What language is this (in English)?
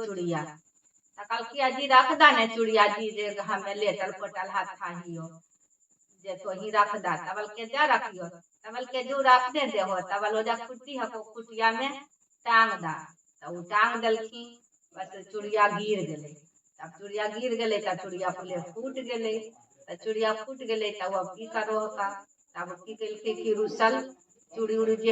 Magahi